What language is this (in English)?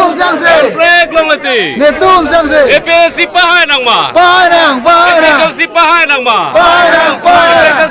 Karbi